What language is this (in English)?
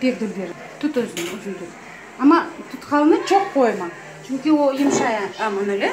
Crimean Tatar